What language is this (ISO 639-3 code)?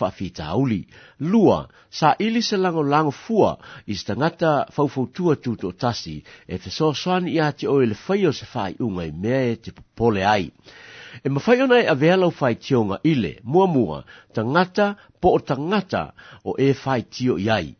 smo